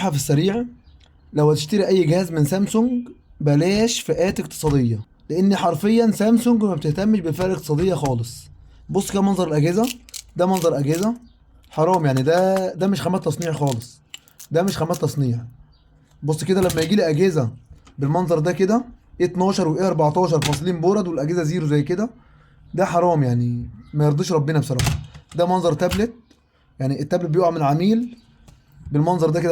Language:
Egyptian Arabic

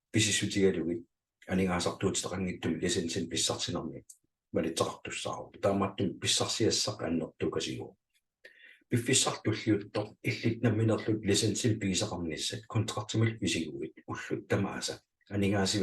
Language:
Kalaallisut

